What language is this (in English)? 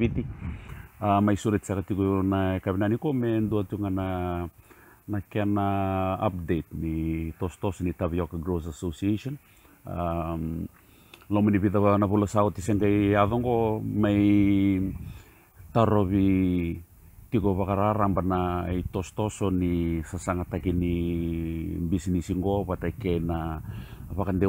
Fijian